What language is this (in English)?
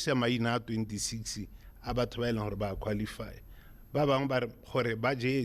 Tswana